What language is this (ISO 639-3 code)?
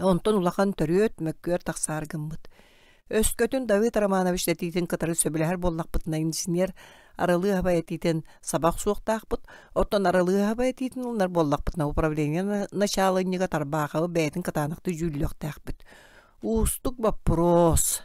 sah